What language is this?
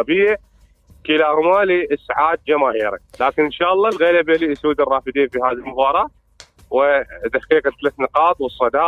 Mesopotamian Arabic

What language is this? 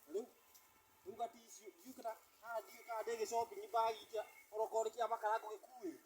Kikuyu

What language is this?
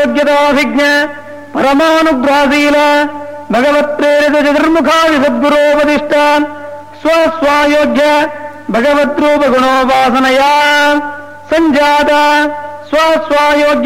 Sanskrit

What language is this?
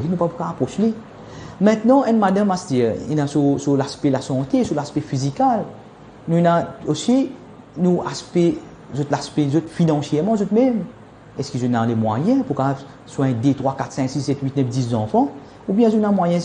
Morisyen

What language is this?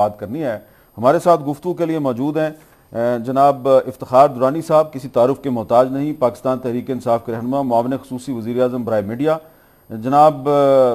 Urdu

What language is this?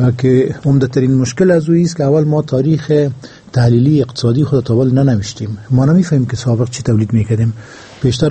Persian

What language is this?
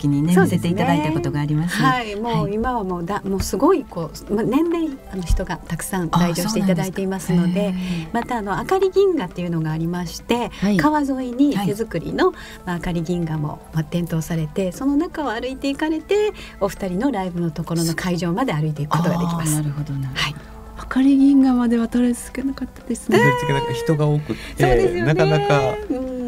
Japanese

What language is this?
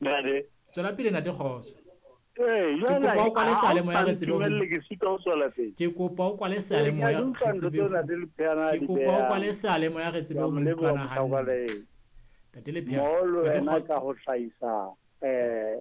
Southern Sotho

